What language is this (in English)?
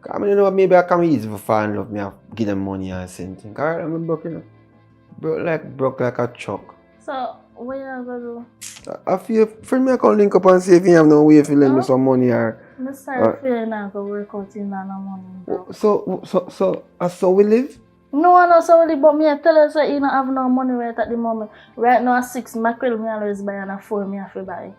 Jamaican Creole English